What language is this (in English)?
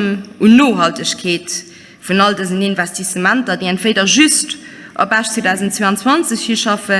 Luxembourgish